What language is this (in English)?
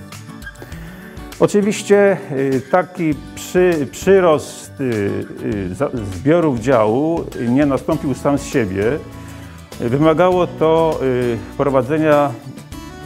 Polish